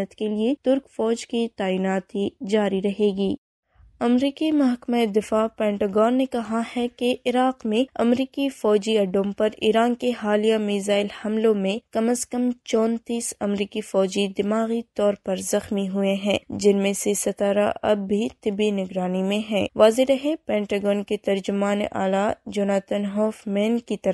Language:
Urdu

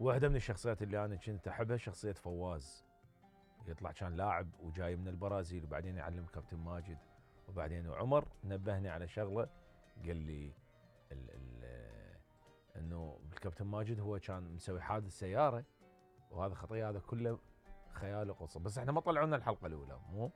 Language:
Mesopotamian Arabic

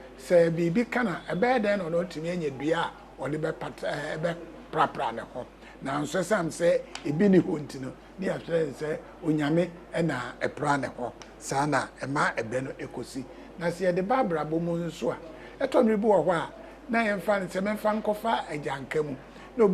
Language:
Akan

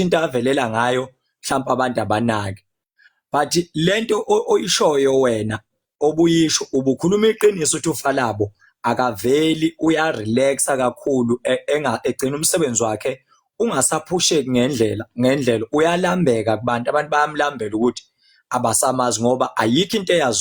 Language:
Zulu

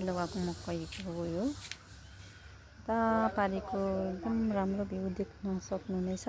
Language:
Nepali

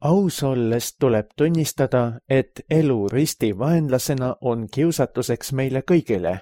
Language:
Estonian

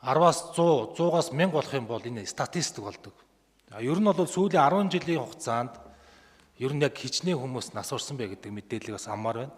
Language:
Mongolian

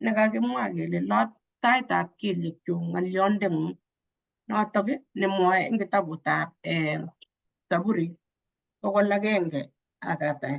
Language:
Kalenjin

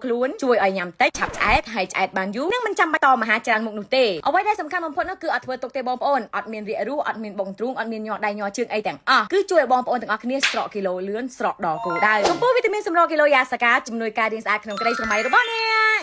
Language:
Khmer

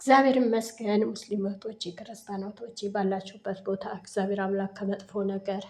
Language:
Amharic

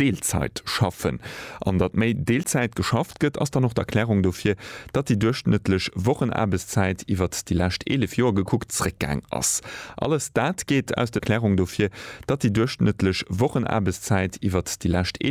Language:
Luxembourgish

